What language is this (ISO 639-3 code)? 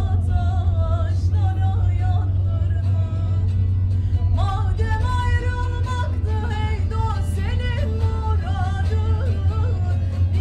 zza